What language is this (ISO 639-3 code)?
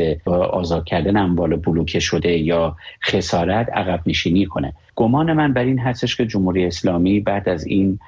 fas